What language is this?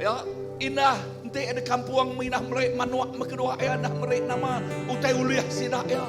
Iban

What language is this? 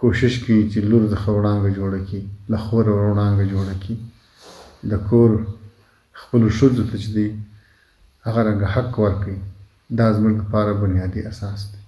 Pashto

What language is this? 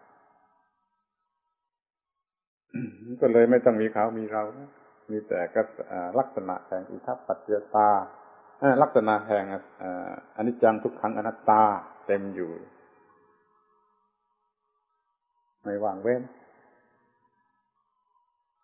Thai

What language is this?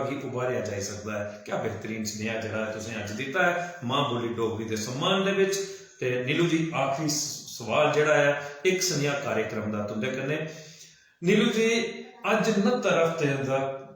Dogri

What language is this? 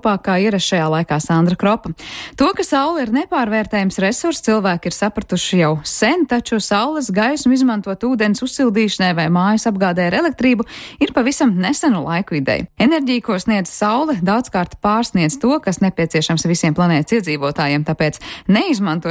Latvian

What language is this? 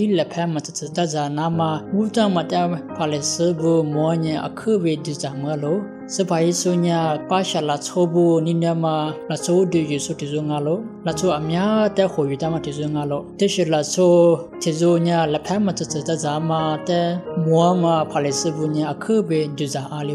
Lisu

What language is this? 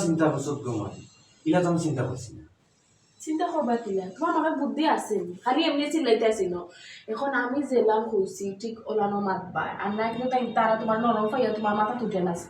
Sylheti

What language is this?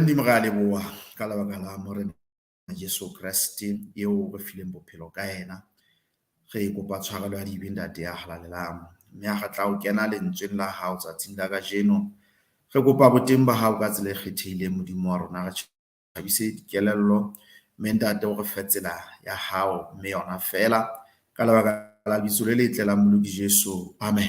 Southern Sotho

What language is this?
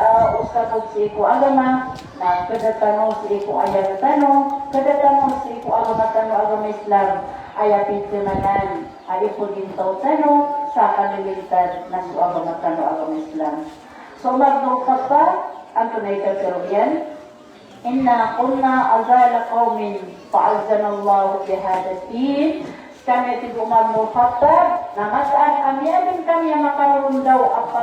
Maranao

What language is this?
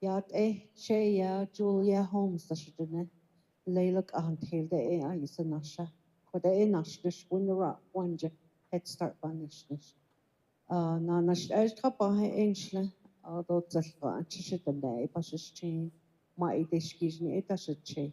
Navajo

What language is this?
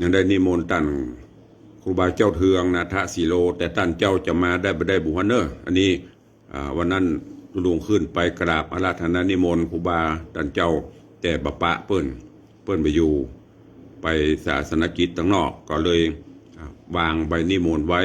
Northern Thai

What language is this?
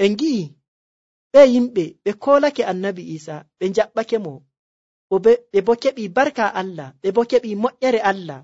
Nigerian Fulfulde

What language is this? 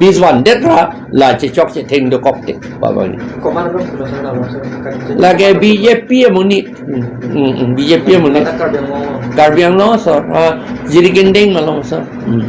Karbi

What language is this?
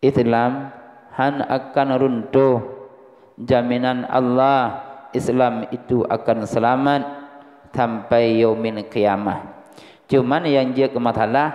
Achinese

